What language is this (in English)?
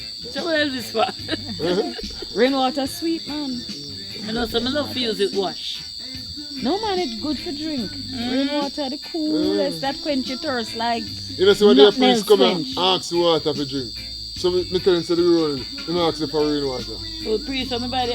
Jamaican Creole English